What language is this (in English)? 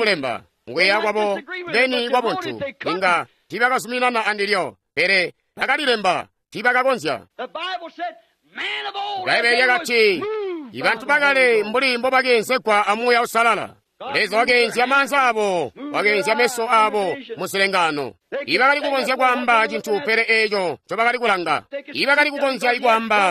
Tonga (Zambia)